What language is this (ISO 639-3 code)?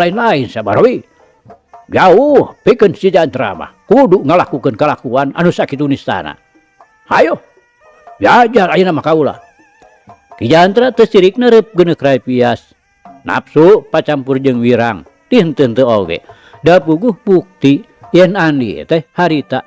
sun